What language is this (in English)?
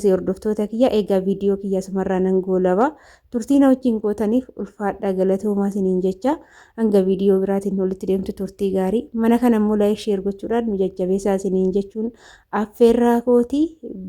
Oromo